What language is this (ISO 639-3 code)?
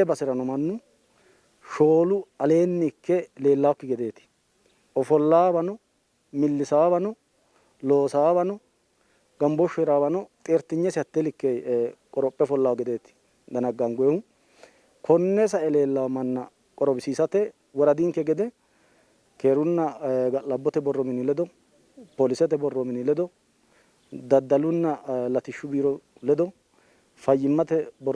sid